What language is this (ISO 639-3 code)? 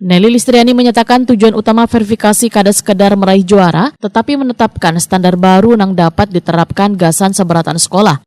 bjn